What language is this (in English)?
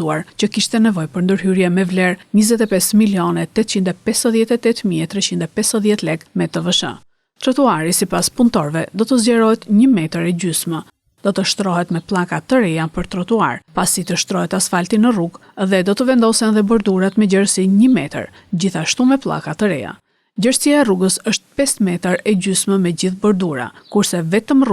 Albanian